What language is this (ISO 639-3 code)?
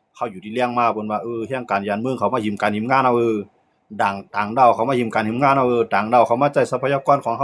shn